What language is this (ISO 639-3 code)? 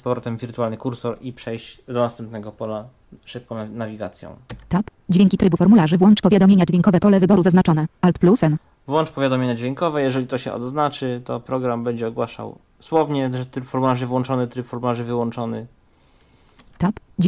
pol